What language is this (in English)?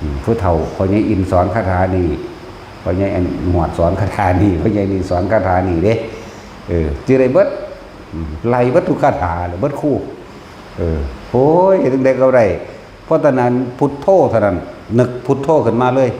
Northeastern Thai